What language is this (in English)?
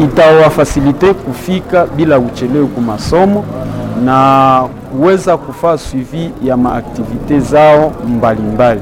Nande